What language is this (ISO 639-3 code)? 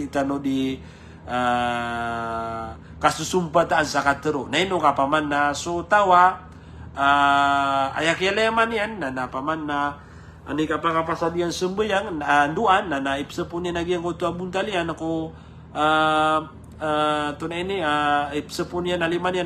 mrw